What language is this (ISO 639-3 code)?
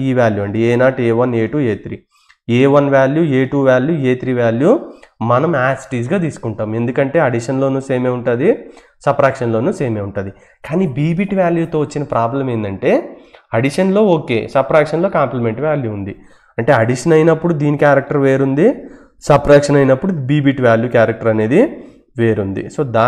tel